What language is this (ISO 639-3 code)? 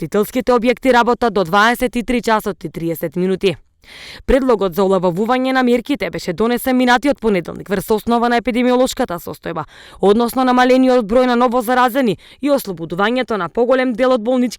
mkd